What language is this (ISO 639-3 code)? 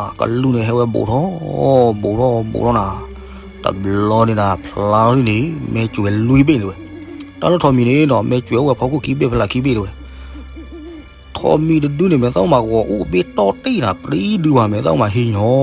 ksw